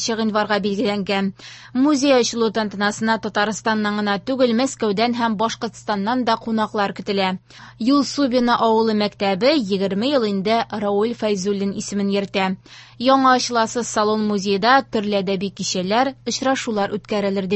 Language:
Tatar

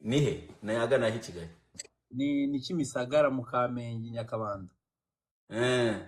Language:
Kinyarwanda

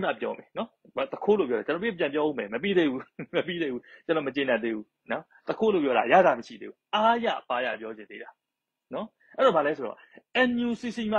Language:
Burmese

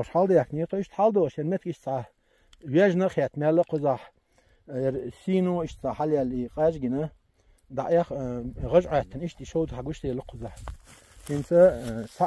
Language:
Chechen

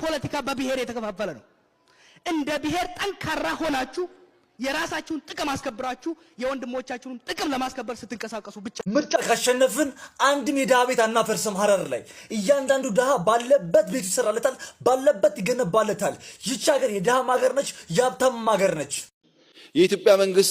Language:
Amharic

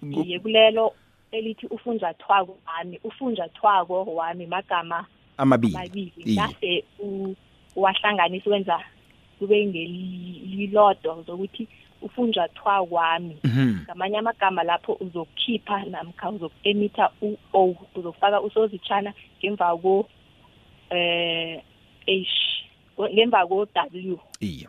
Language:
South Ndebele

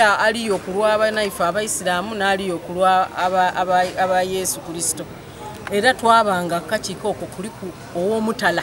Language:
Soga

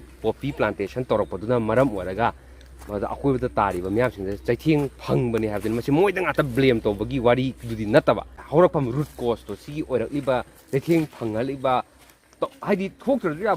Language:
Manipuri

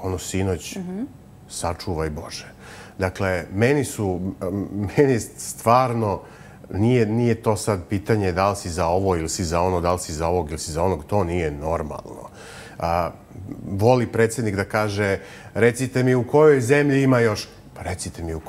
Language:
Serbian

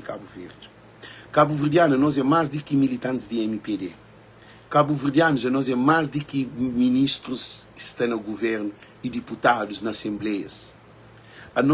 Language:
Kabuverdianu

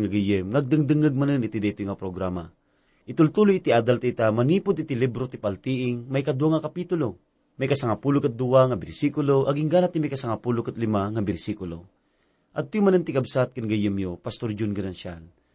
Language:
Iloko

